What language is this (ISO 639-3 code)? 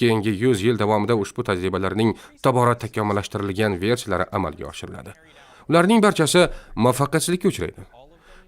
uzb